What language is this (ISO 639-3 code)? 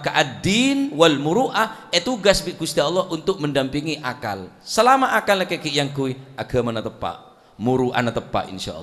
mad